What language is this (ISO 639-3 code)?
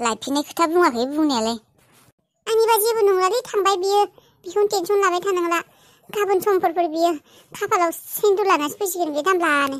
brx